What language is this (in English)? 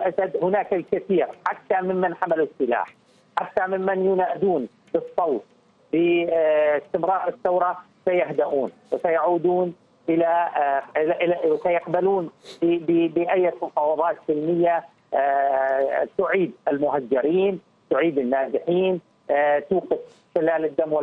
Arabic